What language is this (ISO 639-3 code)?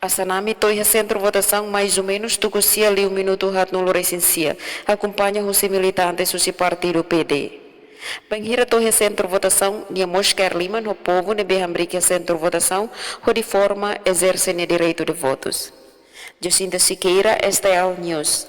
tet